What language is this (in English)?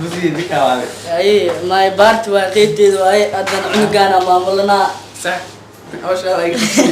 Somali